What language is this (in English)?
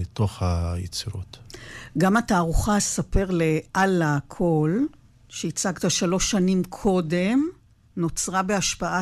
Hebrew